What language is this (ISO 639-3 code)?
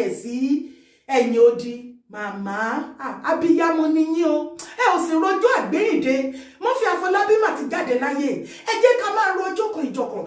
yor